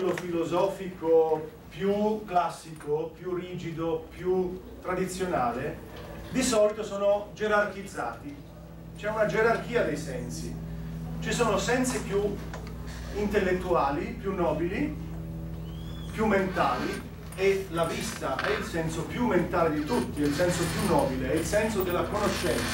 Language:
Italian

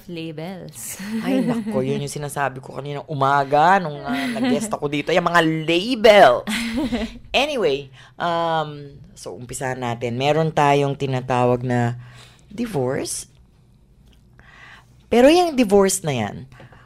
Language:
Filipino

